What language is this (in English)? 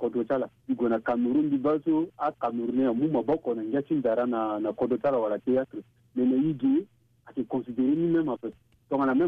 Sango